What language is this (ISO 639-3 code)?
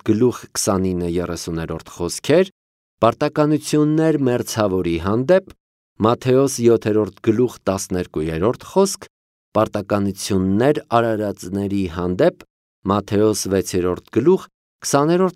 hye